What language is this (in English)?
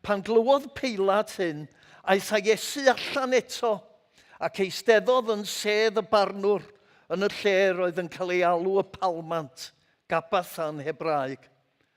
Welsh